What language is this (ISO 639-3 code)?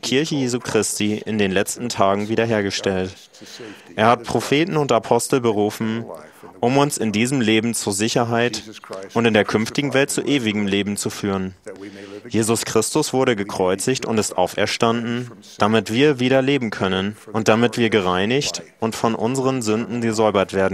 deu